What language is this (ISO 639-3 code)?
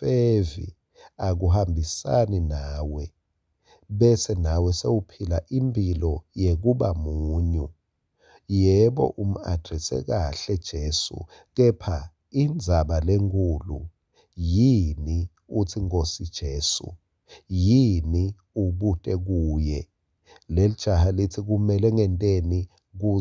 ssw